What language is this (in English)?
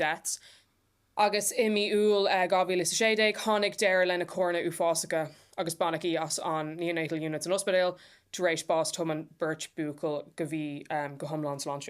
Irish